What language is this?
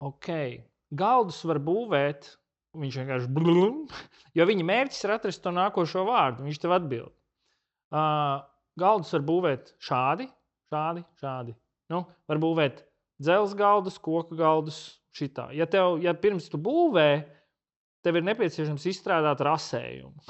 Latvian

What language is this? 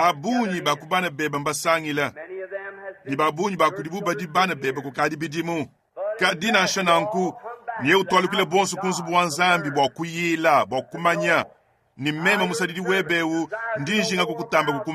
Luba-Lulua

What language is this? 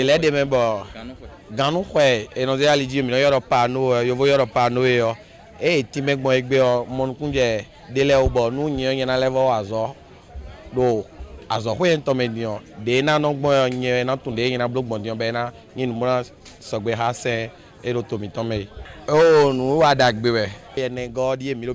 Fon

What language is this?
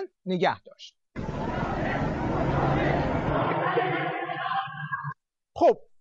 Persian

